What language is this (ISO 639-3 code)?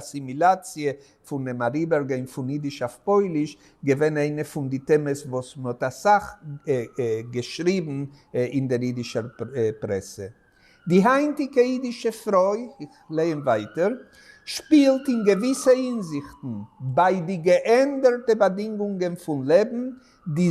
yid